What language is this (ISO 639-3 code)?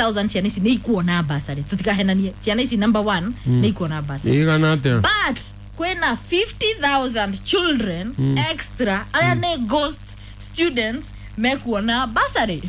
kik